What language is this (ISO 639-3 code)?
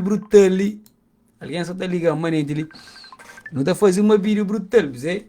kea